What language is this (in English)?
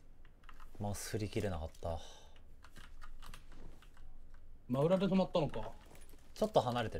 Japanese